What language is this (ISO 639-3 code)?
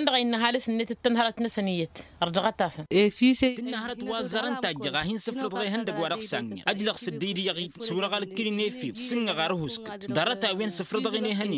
taq